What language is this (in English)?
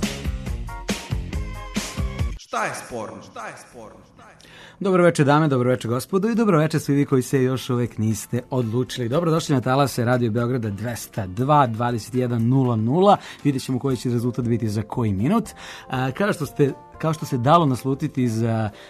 Serbian